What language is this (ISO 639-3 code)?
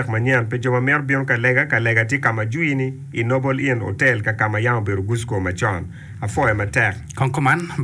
ach